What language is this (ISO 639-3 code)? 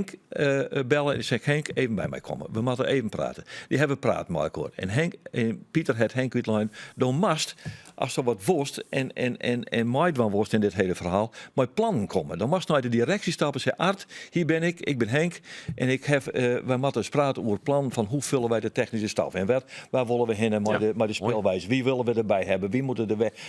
fry